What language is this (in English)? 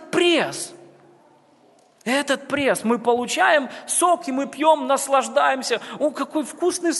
Russian